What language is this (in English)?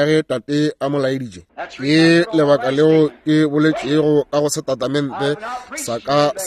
Northern Sotho